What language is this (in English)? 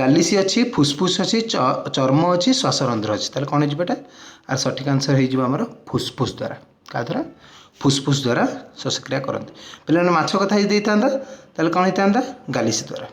Odia